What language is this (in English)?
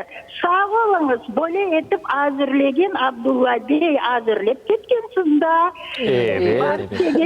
Crimean Tatar